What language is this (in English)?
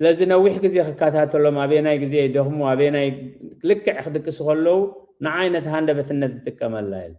Tigrinya